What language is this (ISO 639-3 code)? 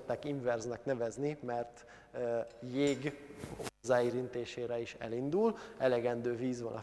hun